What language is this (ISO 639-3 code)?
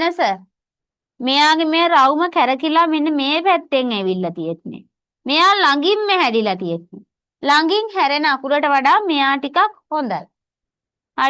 sin